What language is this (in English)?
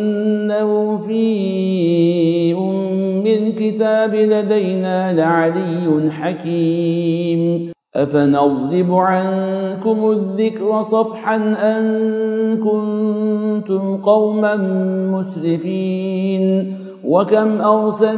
Arabic